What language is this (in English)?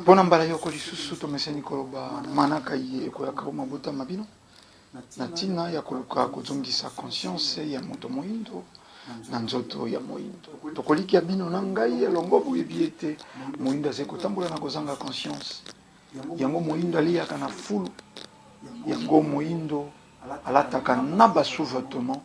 Lingala